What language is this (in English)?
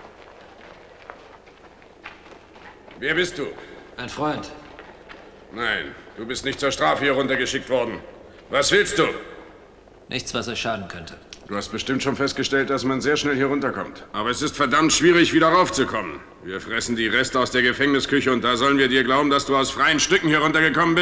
German